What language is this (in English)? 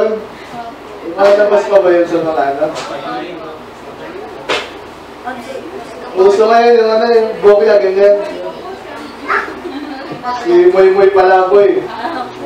Filipino